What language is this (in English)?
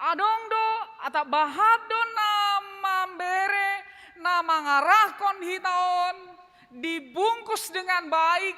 Batak Simalungun